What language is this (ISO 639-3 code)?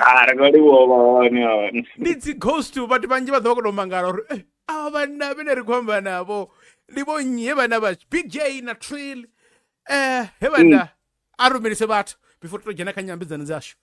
ven